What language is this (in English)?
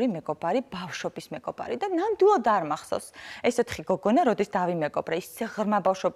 Georgian